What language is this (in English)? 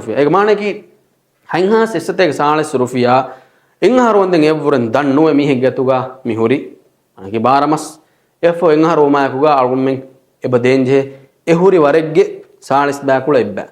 Divehi